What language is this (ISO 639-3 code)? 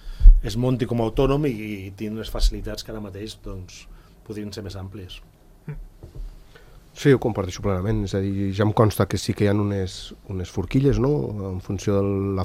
cat